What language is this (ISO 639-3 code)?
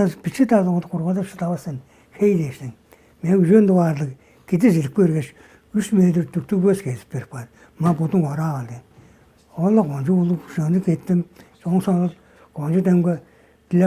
tyv